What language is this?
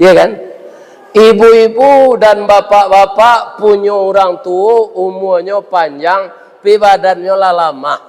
Minangkabau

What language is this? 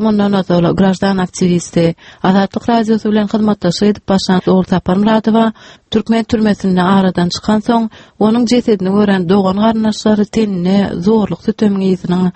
Turkmen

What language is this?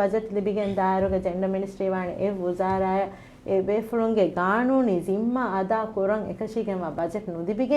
Divehi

